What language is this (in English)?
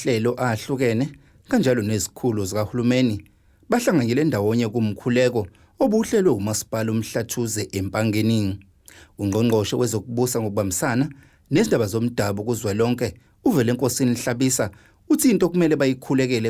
Zulu